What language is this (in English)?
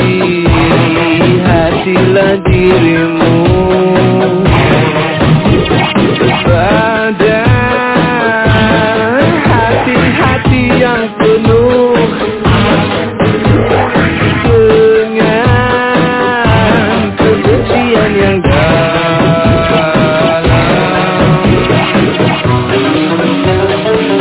Indonesian